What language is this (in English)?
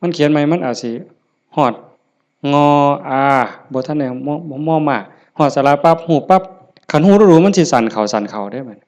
Northeastern Thai